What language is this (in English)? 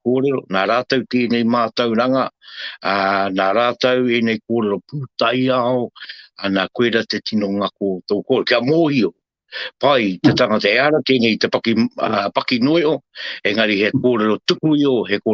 Māori